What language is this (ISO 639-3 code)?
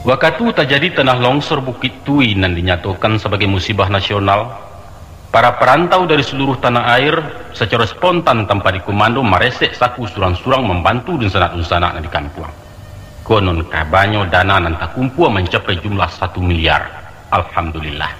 min